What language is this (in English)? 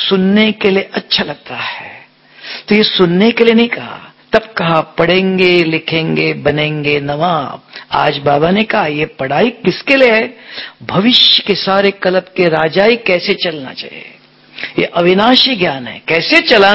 Hindi